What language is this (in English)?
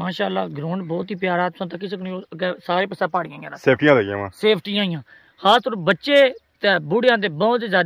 Pahari-Potwari